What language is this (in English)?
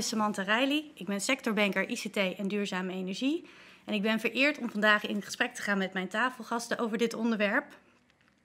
Dutch